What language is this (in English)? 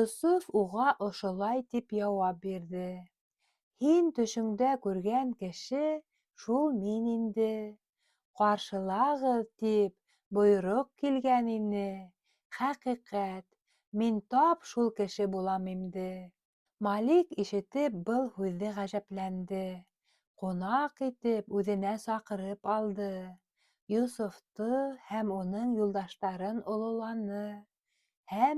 Bashkir